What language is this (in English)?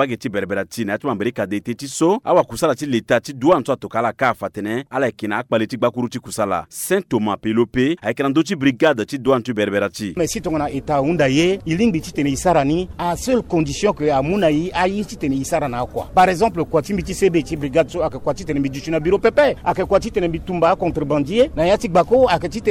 Sango